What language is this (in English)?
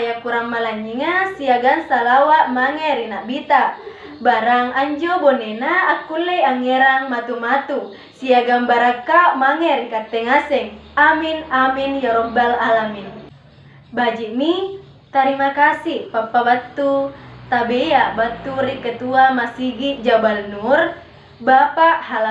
Makasar